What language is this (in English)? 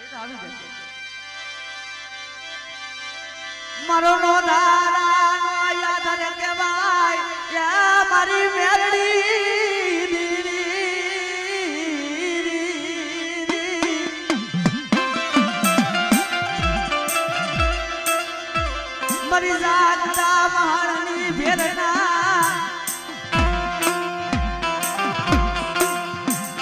Gujarati